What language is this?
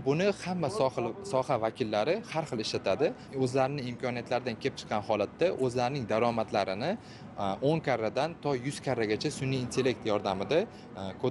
Uzbek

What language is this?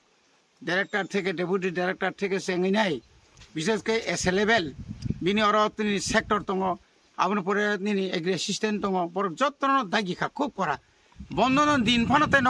Kok Borok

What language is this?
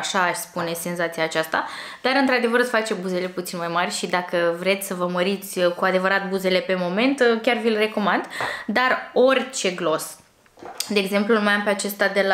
Romanian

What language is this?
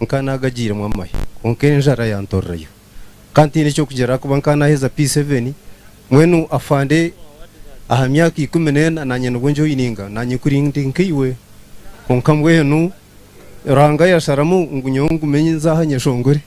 Nyankole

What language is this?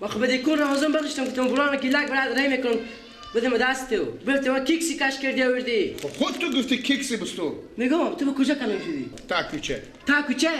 Persian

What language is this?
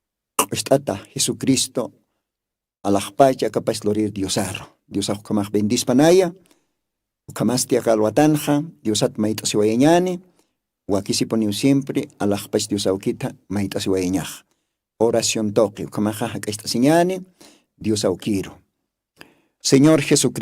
Aymara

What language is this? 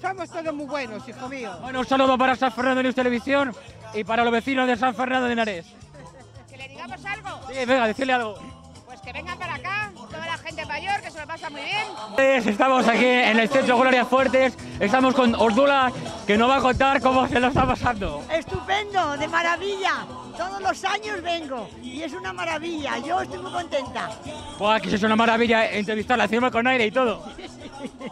Spanish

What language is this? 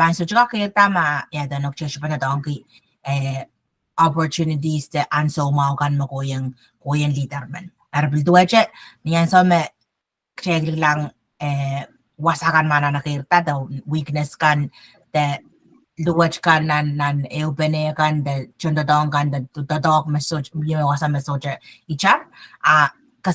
Pohnpeian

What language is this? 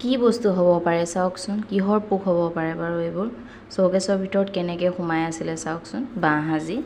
Assamese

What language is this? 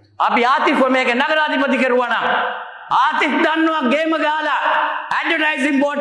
Sinhala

